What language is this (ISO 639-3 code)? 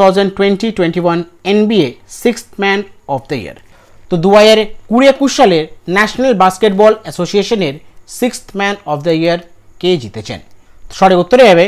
ben